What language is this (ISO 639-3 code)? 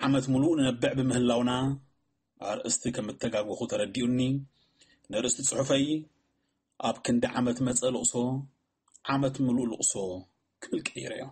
tir